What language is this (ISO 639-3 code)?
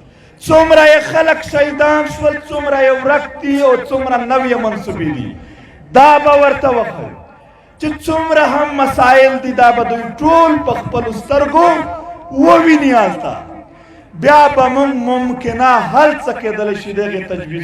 pus